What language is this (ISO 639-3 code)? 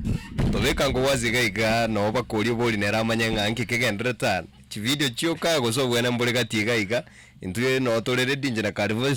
guz